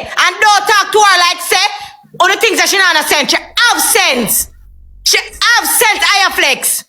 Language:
Jamaican Creole English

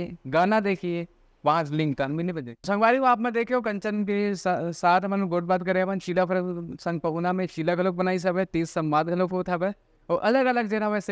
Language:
Chhattisgarhi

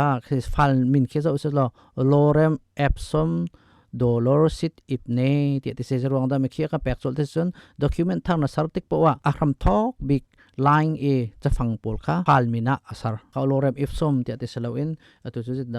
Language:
Hakha Chin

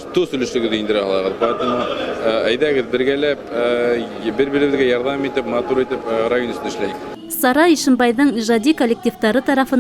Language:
Bashkir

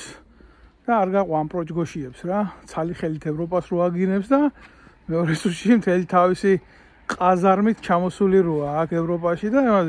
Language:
Georgian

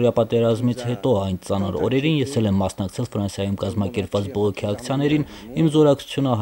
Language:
Armenian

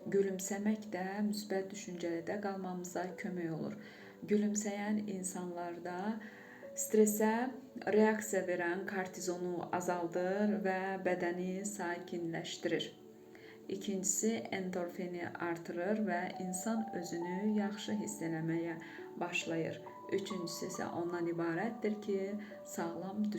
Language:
Azerbaijani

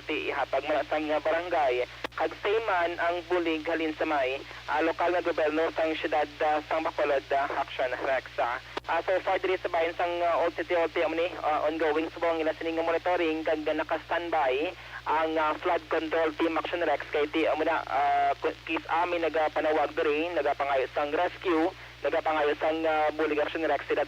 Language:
Hiligaynon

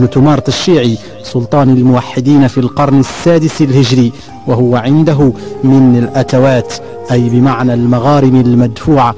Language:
Arabic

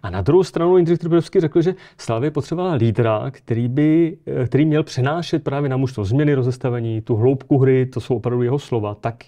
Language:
Czech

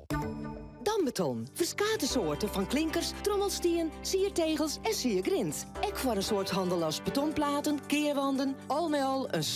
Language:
Western Frisian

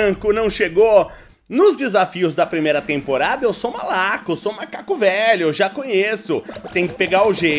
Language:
Portuguese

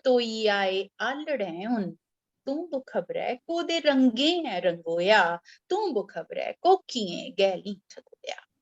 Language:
Dogri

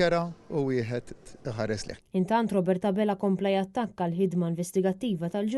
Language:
Maltese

